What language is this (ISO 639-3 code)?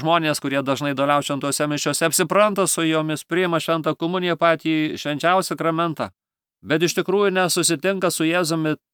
lit